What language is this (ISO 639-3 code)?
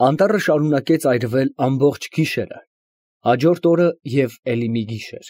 hye